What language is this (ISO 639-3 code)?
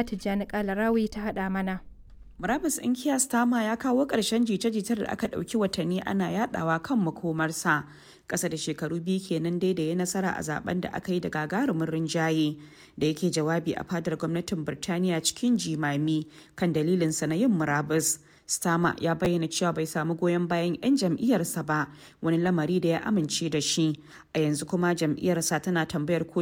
hau